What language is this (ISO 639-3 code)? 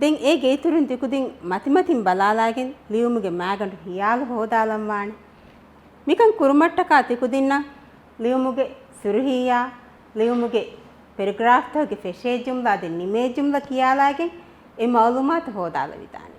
div